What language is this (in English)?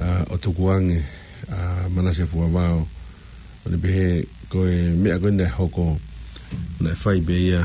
Tongan